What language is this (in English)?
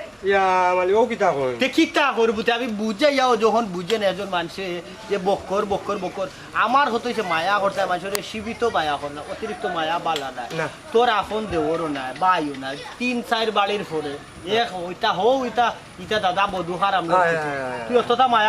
Sylheti